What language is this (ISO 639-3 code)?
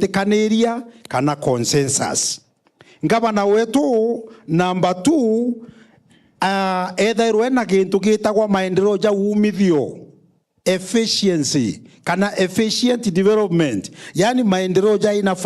mer